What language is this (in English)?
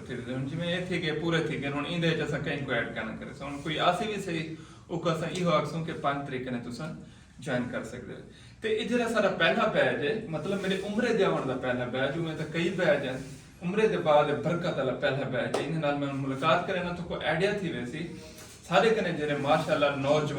Saraiki